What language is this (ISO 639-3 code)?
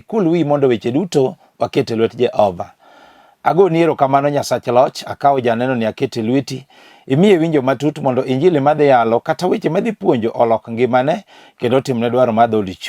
luo